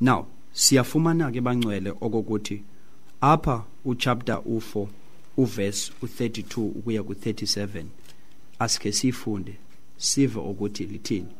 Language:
Xhosa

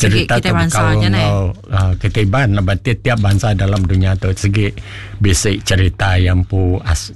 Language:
Iban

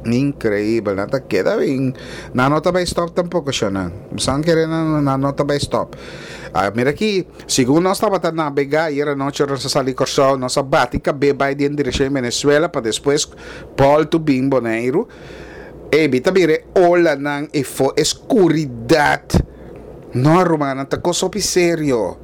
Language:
Papiamento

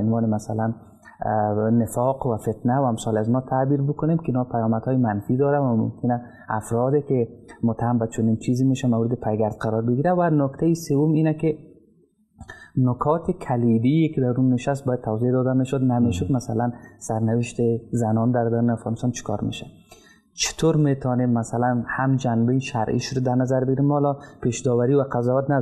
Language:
Persian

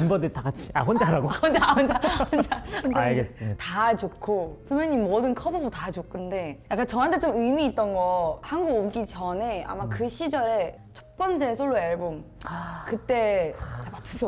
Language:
Korean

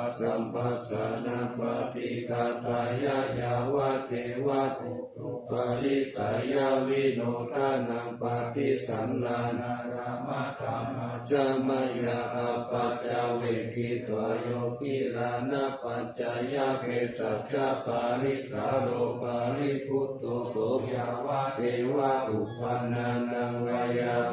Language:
Pali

